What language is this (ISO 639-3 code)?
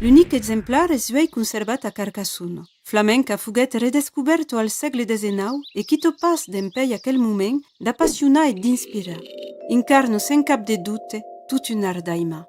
oci